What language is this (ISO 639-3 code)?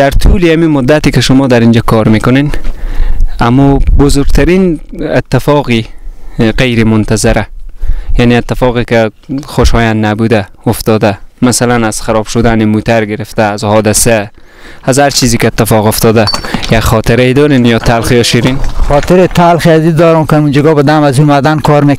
fas